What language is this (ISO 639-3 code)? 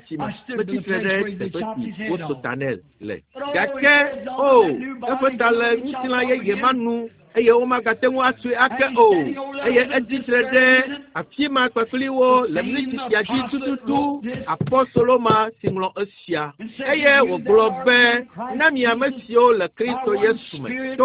ewe